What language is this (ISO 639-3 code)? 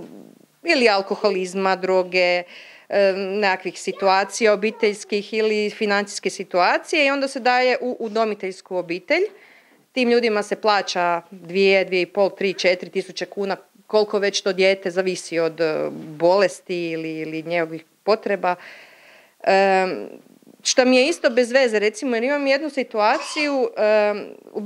hrv